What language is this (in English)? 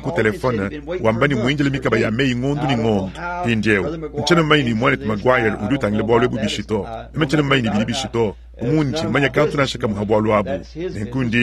Luba-Lulua